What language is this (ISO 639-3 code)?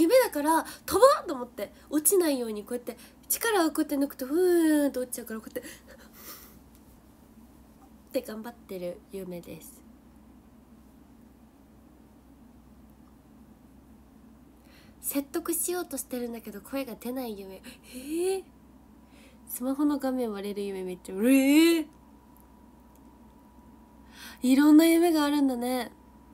jpn